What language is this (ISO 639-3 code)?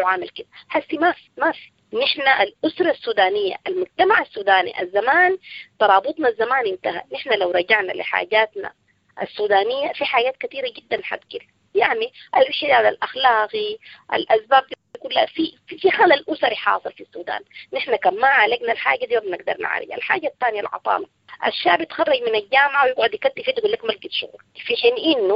apd